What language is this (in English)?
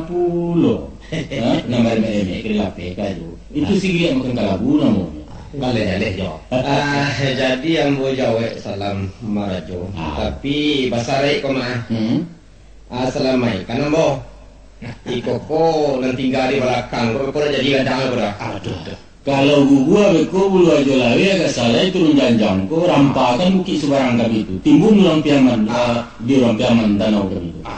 Minangkabau